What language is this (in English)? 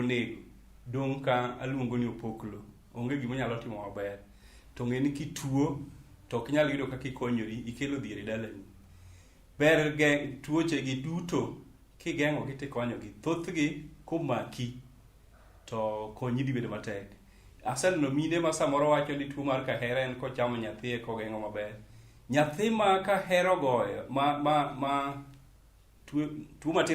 Luo (Kenya and Tanzania)